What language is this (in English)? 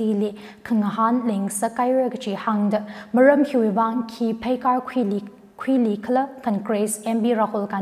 Tangkhul Naga (India)